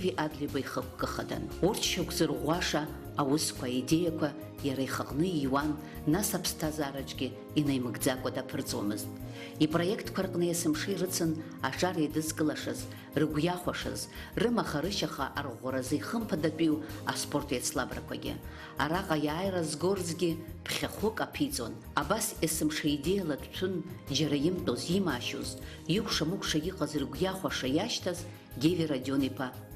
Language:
Abkhazian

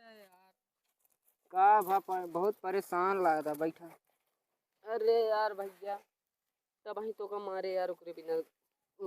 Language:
Awadhi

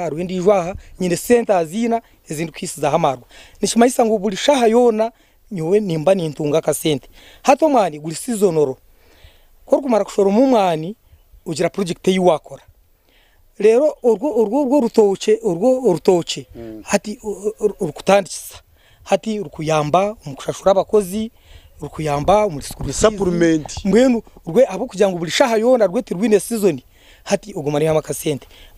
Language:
Nyankole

